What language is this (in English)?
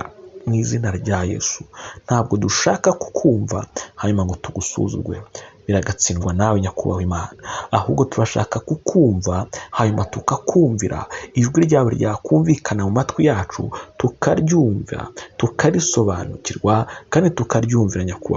Kinyarwanda